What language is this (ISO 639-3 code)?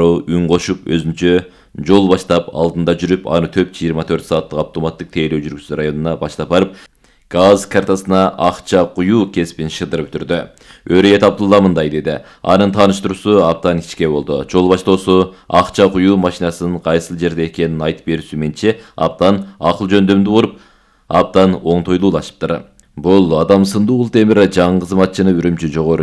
kir